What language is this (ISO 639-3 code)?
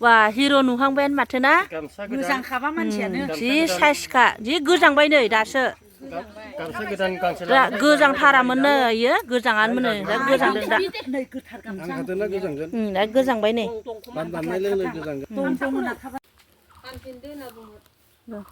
brx